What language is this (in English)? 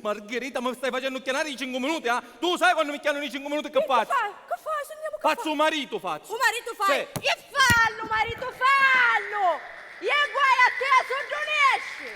Sicilian